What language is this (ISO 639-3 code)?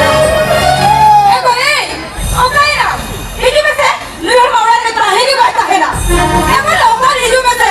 sat